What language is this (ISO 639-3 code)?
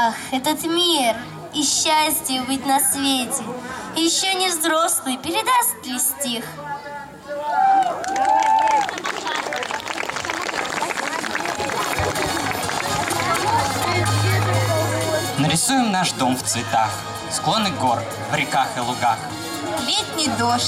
rus